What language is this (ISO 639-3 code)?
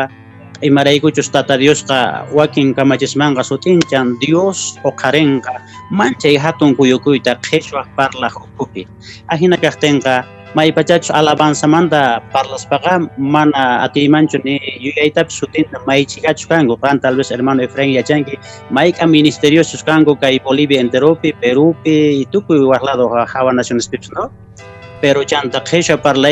que